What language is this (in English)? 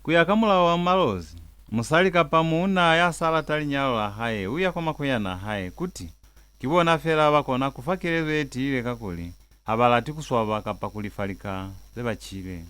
Lozi